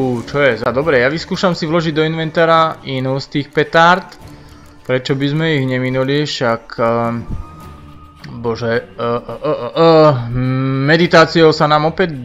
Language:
Slovak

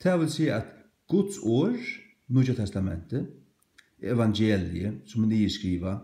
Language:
Faroese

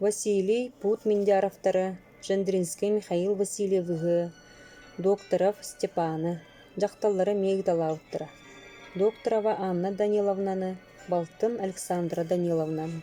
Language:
Yakut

